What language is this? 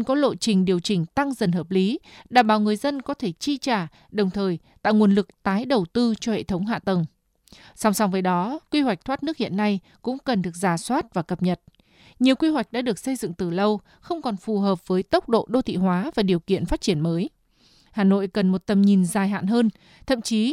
Vietnamese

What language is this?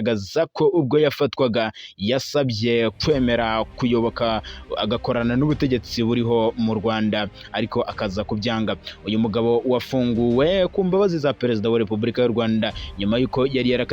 Kinyarwanda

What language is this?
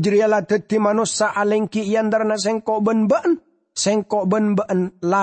Madurese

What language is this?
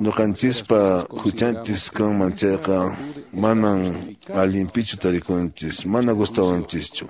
Quechua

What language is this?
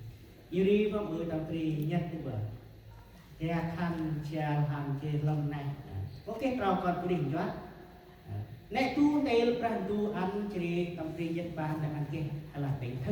Central Mnong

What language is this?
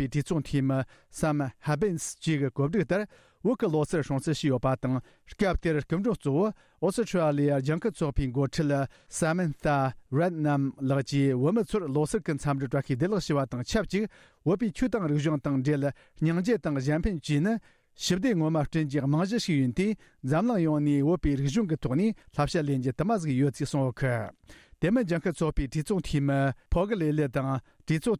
Tibetan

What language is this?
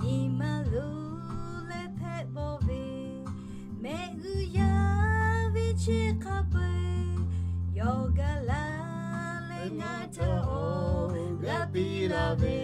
Lahu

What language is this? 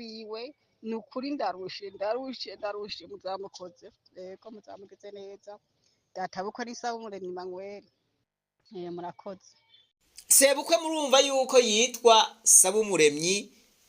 Rundi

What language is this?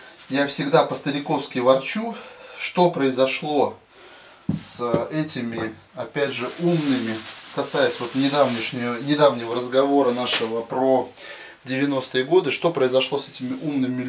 Russian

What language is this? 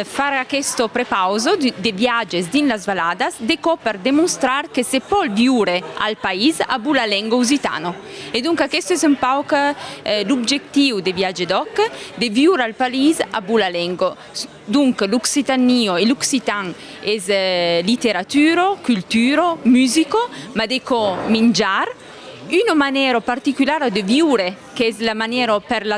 Occitan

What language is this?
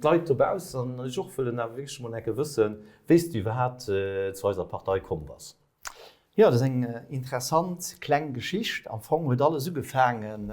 Luxembourgish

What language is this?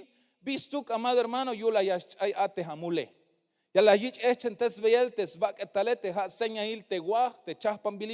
Tzeltal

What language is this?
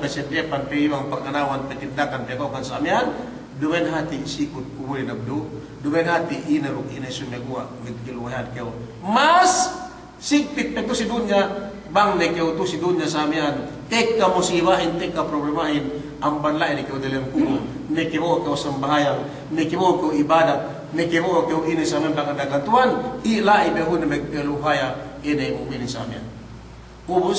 Yakan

